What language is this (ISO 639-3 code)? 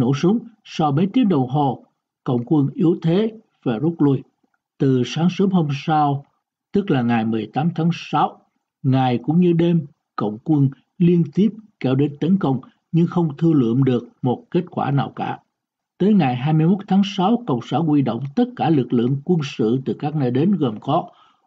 vie